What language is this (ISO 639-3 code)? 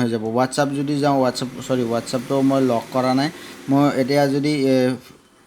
asm